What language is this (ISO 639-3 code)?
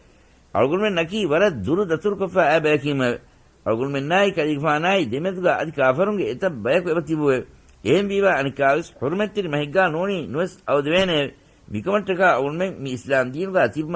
div